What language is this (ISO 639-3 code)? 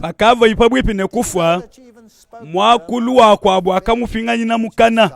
lua